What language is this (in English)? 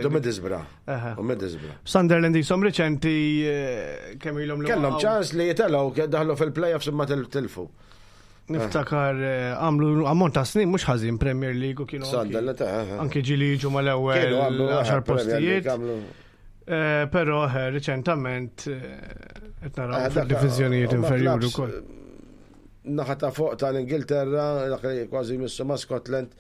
Maltese